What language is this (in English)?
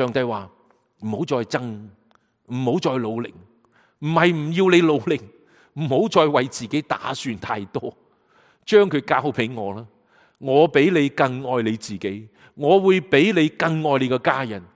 Cantonese